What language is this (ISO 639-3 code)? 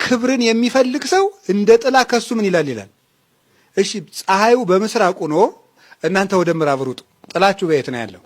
amh